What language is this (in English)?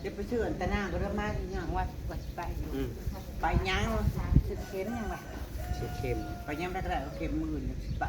Northeastern Thai